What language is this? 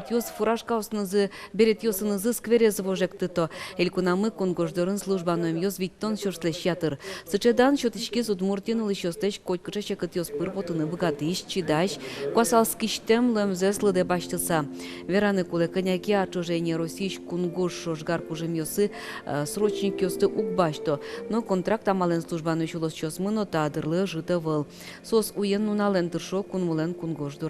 Udmurt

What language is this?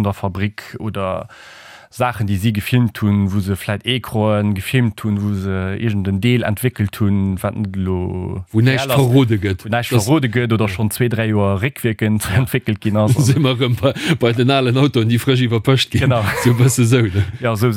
Luxembourgish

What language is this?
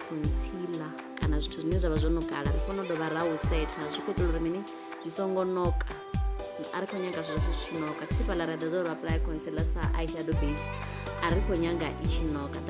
Venda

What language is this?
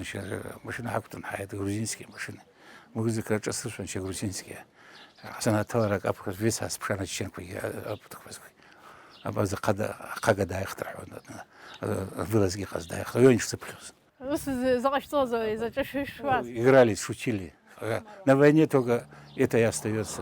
Abkhazian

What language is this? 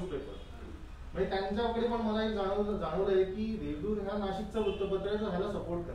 Marathi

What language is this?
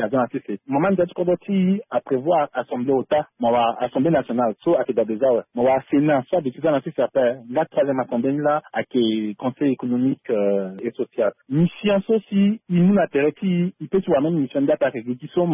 Sango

